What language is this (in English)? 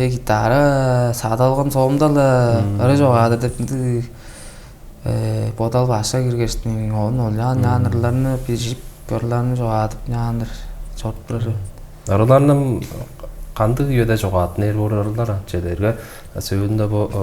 Tuvinian